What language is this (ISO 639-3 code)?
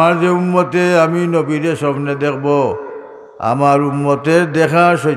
syl